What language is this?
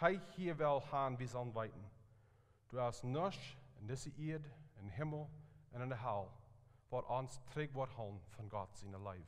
Plautdietsch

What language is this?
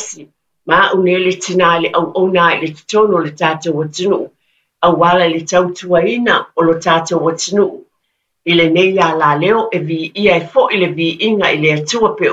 Samoan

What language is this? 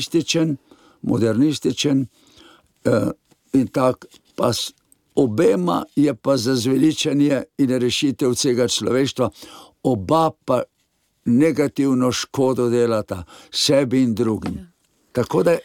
Slovenian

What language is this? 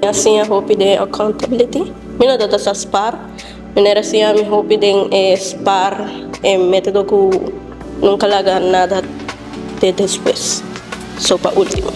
Papiamento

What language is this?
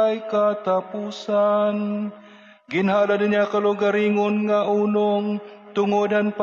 Waray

